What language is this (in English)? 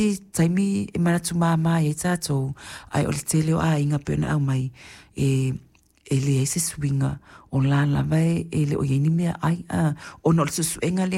Samoan